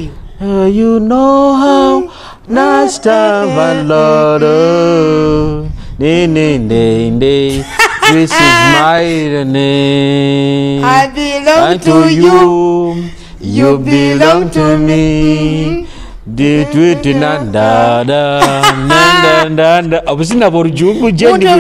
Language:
Nyoro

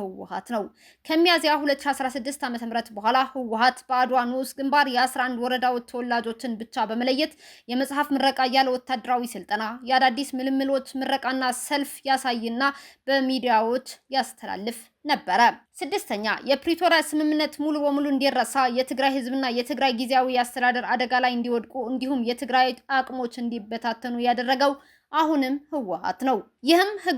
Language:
Amharic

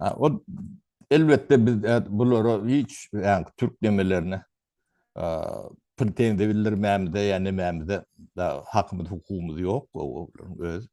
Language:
Turkmen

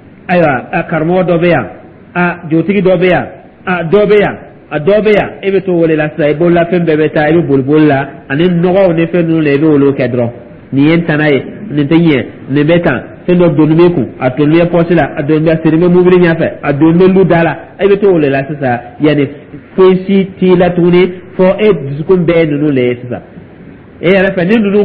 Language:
Dyula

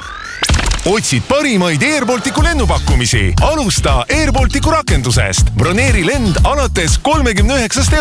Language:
Estonian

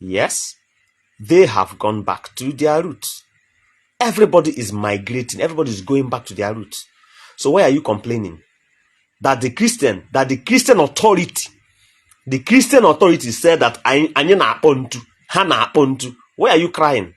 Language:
Igbo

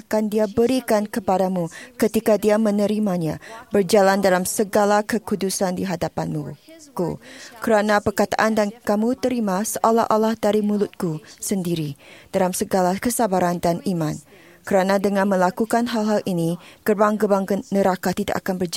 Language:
Malay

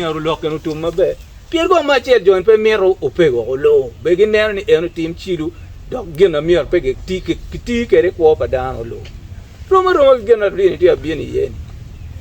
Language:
Acoli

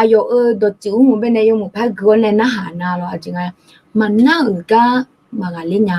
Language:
Akha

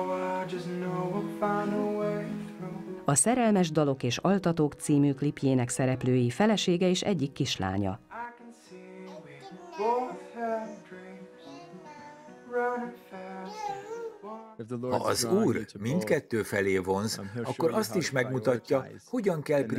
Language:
Hungarian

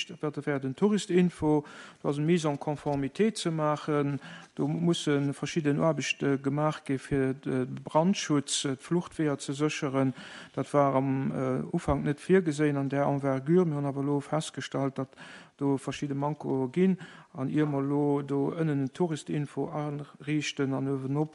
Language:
Luxembourgish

